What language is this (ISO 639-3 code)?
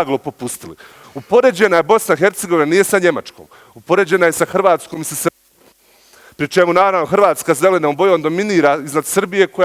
bos